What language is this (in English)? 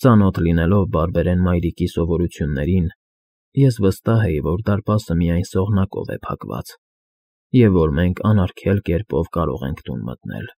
Armenian